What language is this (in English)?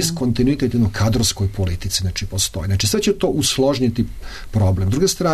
Serbian